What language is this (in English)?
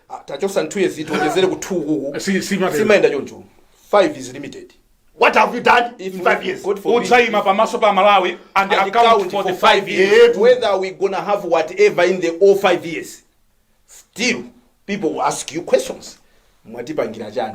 Nyanja